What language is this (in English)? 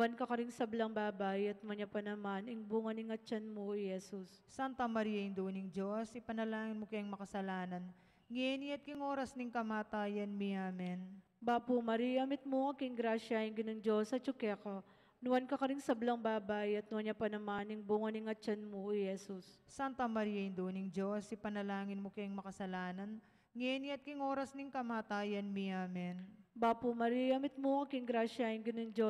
Pampanga